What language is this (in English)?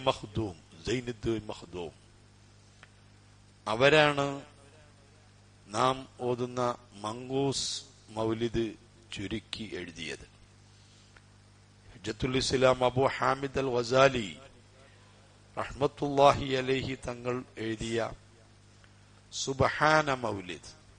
Malayalam